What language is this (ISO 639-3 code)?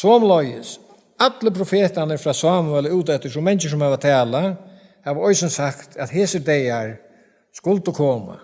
fao